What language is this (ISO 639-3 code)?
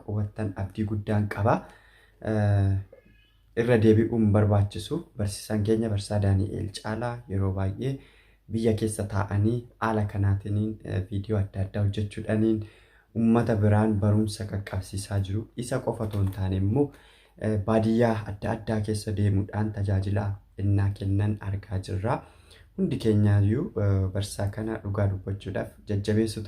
orm